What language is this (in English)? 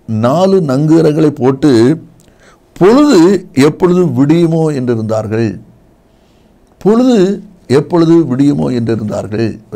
Tamil